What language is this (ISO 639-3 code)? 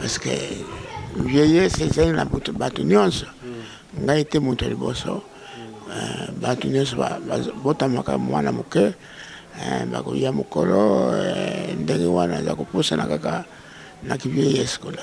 lin